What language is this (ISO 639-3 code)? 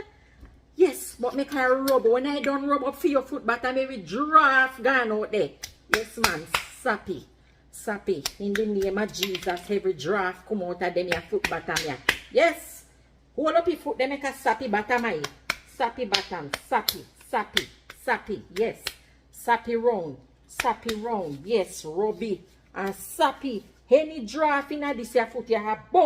jam